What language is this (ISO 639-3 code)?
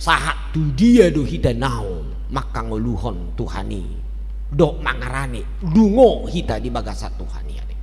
bbc